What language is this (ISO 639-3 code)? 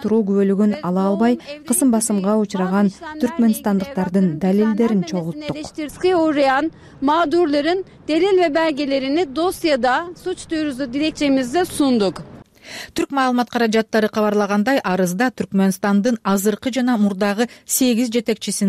kir